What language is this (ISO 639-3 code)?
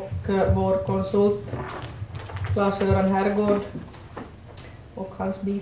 swe